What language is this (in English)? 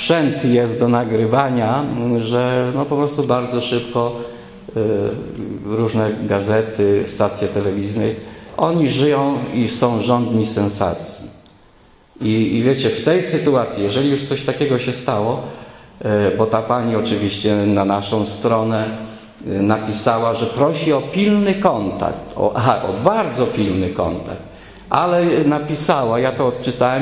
Polish